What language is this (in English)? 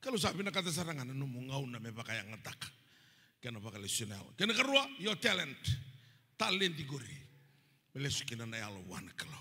Fijian